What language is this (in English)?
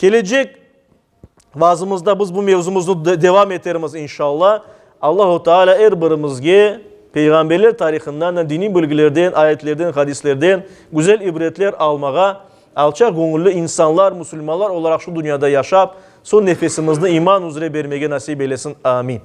Crimean Tatar